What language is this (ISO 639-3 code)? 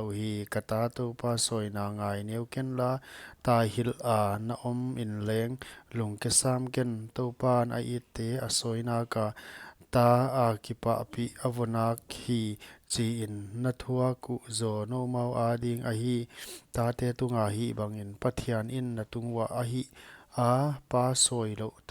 pck